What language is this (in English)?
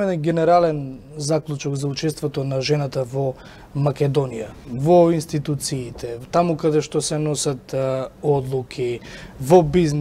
Macedonian